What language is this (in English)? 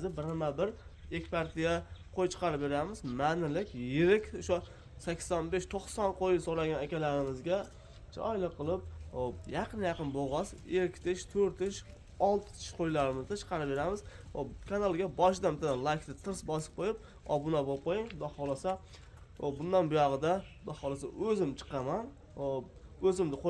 Uzbek